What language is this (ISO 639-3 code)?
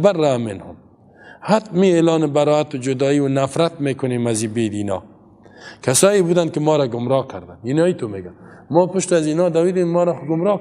fas